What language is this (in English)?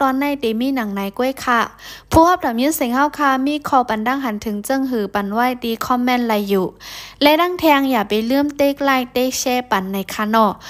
Shan